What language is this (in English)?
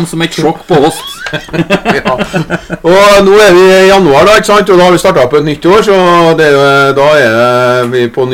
Norwegian